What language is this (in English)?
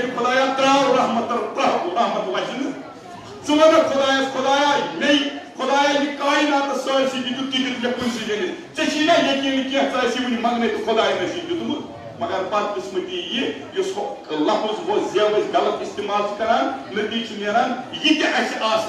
Kashmiri